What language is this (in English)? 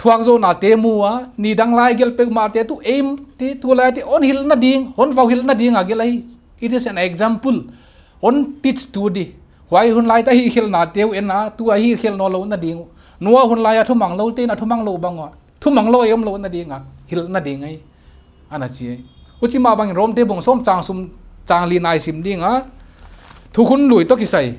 Paite Chin